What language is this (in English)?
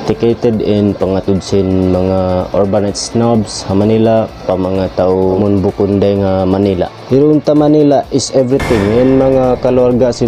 Tausug